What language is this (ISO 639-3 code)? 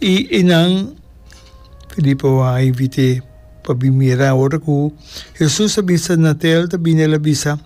pap